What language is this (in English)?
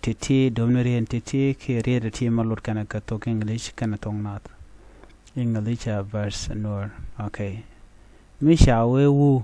Nuer